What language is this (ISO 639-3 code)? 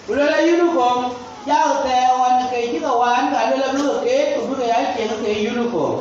din